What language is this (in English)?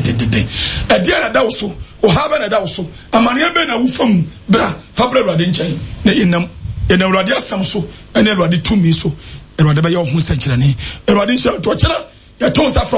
Akan